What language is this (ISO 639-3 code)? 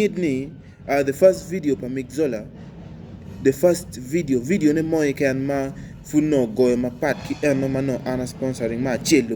ach